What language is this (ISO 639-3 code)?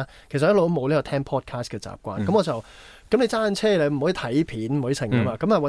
yue